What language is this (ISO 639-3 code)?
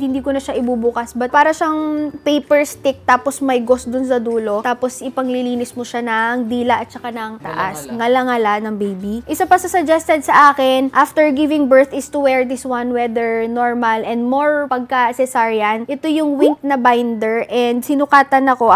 fil